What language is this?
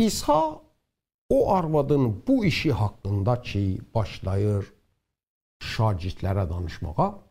South Azerbaijani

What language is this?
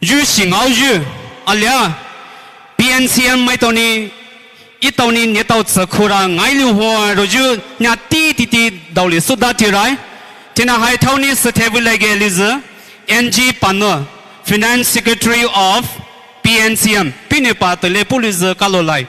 Poumei Naga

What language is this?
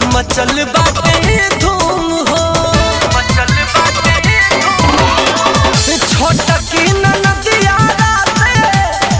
Bhojpuri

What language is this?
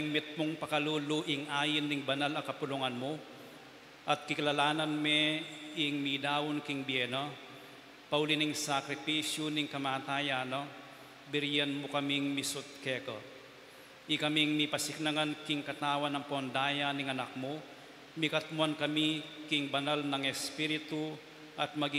Pampanga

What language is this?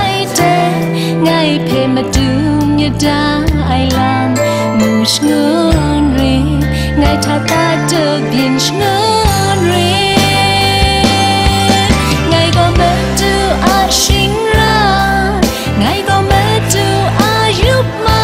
Kachin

